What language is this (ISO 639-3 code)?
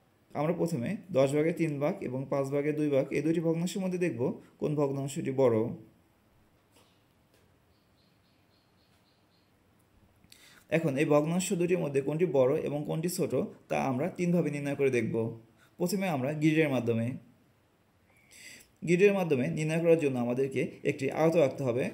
ben